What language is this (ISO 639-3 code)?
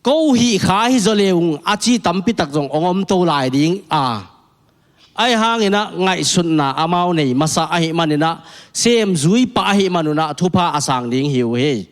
ctd